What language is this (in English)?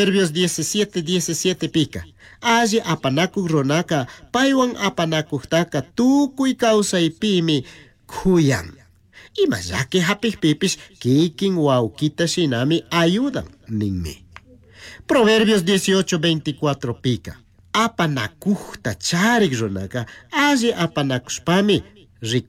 Chimborazo Highland Quichua